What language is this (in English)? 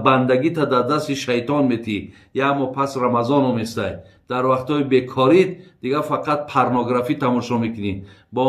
Tajik